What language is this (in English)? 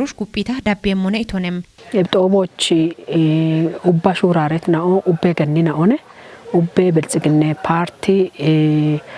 Kafa